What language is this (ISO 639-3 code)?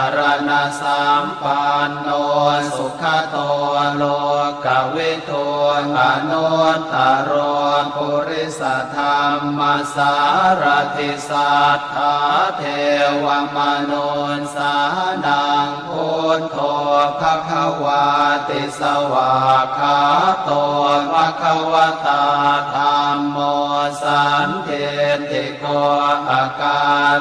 pli